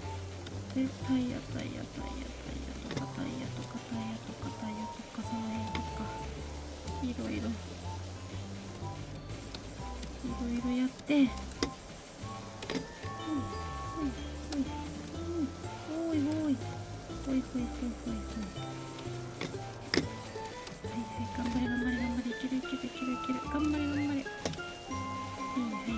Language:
Japanese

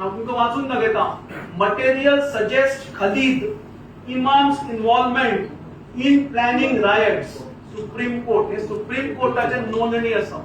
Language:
Konkani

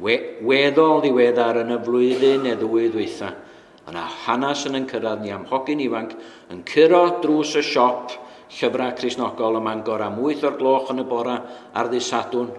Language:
Welsh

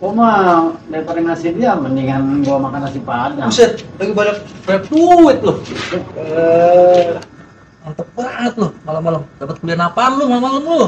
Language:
Betawi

